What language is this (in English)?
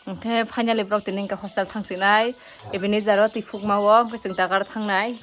Kok Borok